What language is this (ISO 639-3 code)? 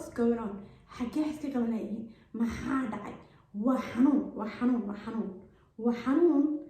som